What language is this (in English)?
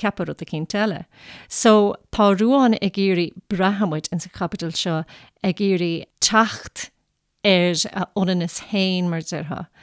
Irish